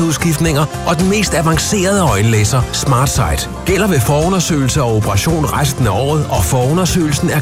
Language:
Danish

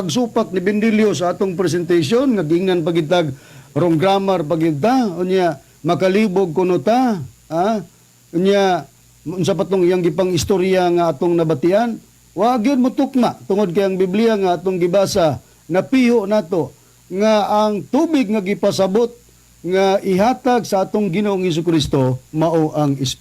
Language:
Cebuano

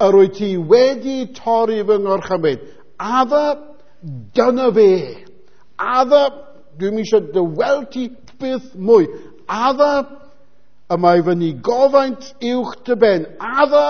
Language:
Welsh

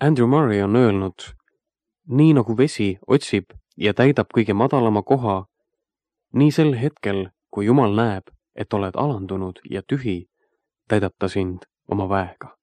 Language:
Estonian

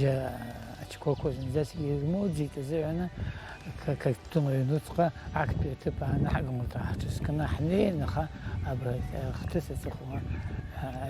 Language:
Abkhazian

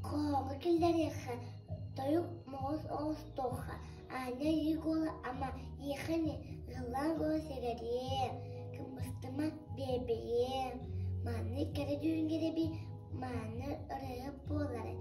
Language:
Yakut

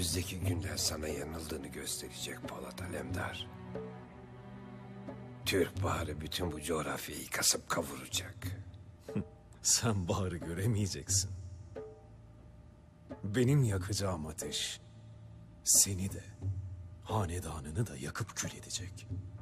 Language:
Turkish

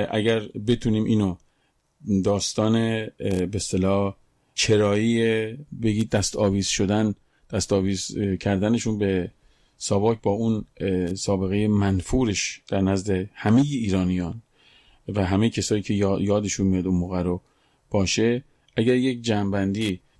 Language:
Persian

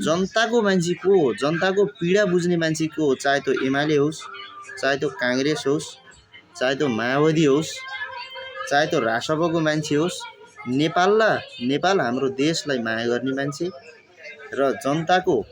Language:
Nepali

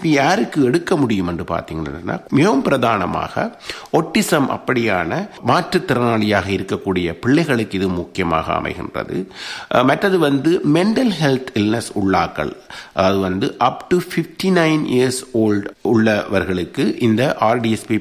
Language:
Tamil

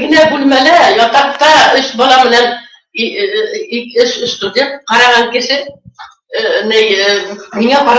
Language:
Bashkir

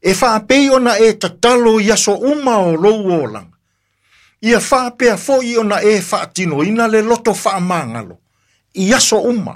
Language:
Samoan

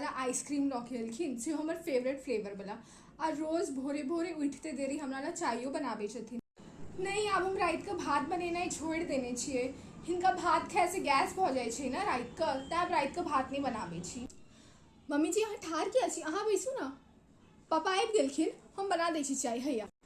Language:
Maithili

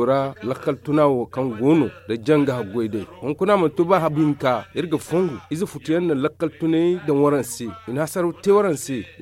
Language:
Zarma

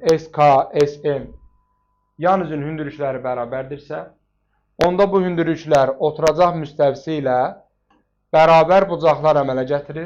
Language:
Azerbaijani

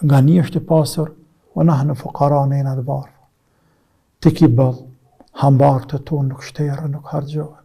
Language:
Albanian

